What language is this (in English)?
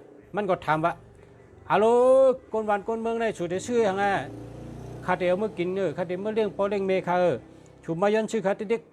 Shan